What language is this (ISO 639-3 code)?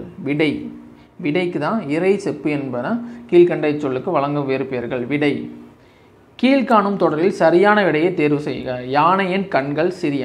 tam